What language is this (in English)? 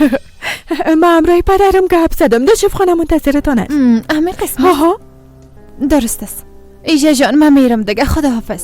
Persian